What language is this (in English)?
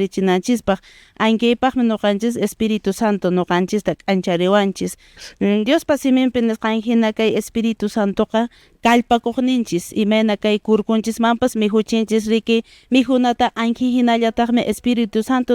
Quechua